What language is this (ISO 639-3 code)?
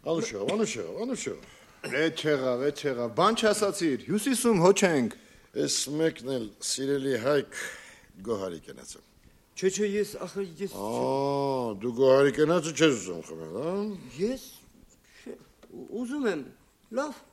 hye